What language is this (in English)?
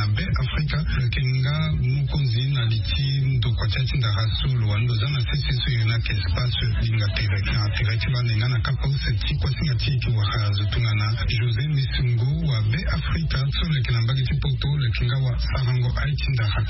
Sango